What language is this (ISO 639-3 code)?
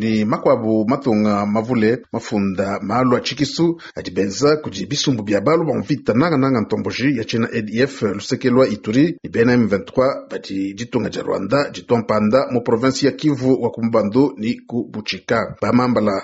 lua